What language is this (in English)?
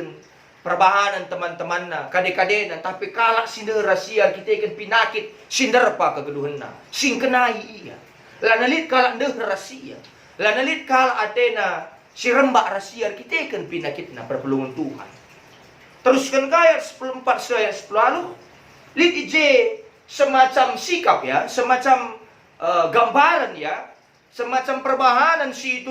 Batak Karo